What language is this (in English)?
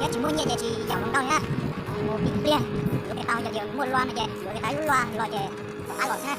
Hmong